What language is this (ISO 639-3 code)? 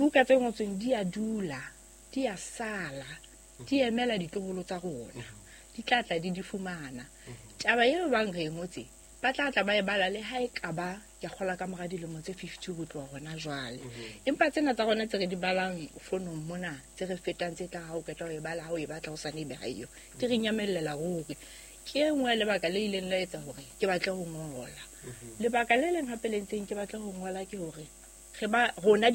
sot